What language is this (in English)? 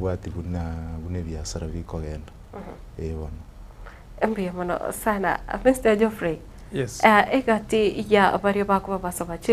Gusii